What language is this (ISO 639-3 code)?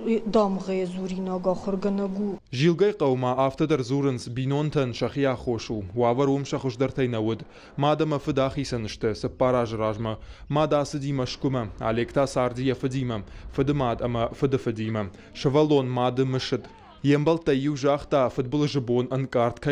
oss